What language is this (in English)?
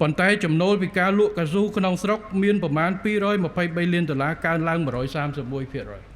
Khmer